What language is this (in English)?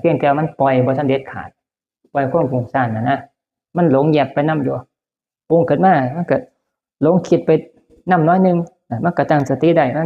Northeastern Thai